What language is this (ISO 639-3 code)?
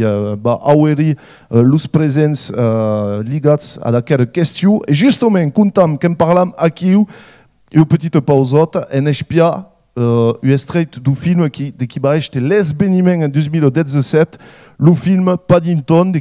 oci